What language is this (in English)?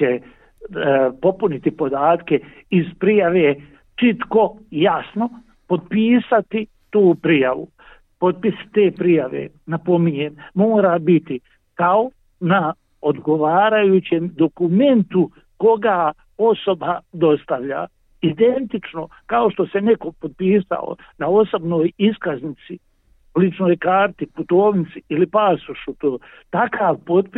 Bosnian